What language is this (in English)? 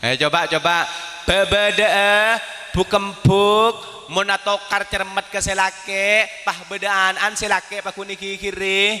Madurese